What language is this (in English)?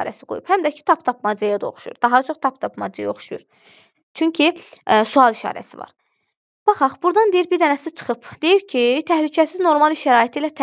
Azerbaijani